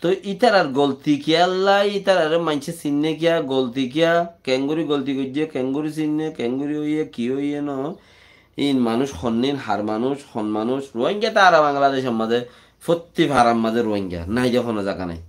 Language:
Rohingya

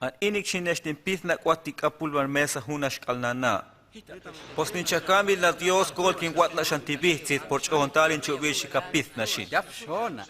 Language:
Huastec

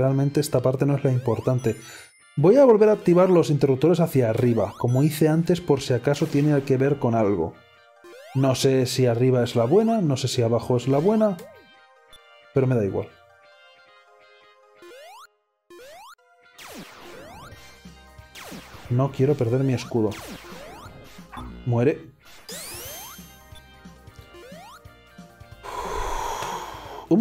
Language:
Spanish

